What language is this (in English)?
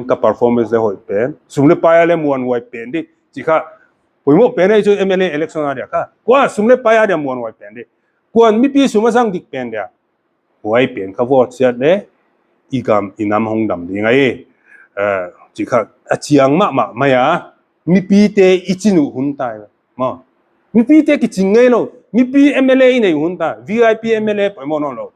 Paite Chin